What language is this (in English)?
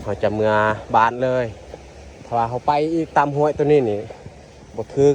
Lao